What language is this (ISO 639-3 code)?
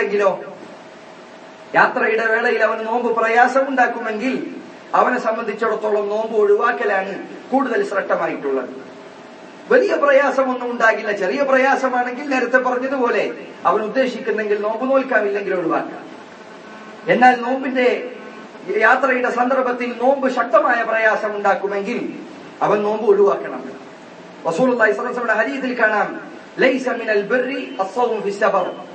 mal